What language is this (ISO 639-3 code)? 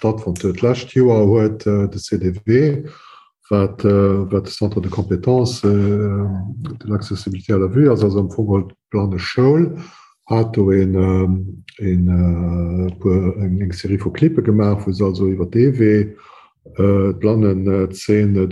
ltz